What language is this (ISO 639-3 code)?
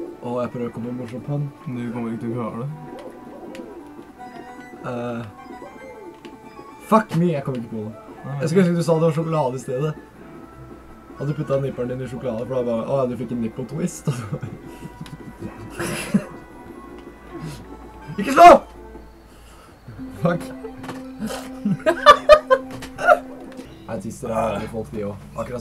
nor